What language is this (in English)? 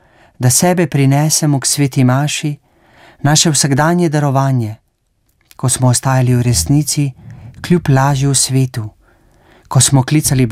Slovenian